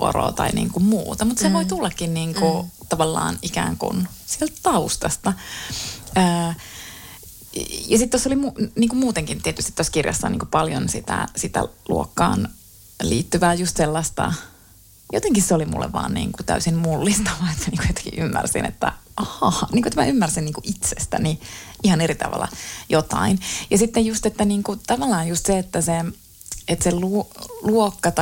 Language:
Finnish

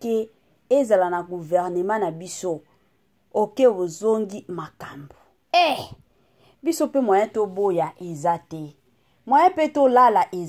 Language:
Lingala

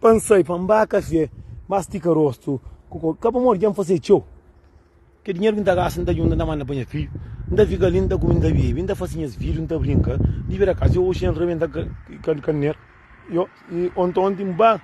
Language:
Kabuverdianu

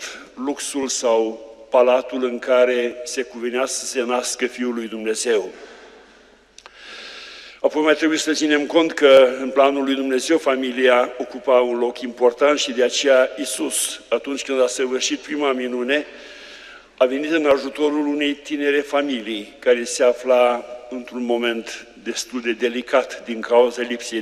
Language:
Romanian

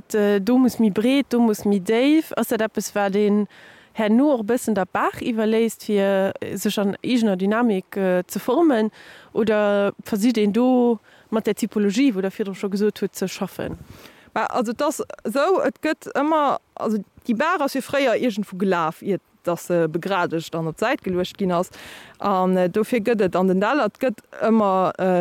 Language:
Luxembourgish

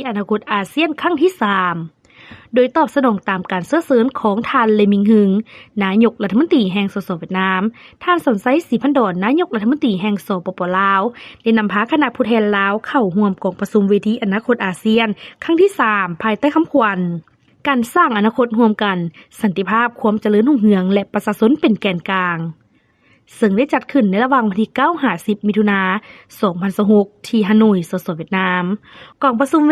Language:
Lao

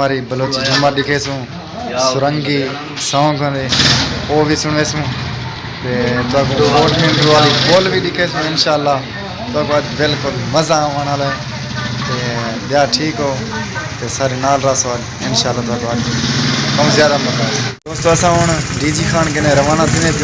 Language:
Saraiki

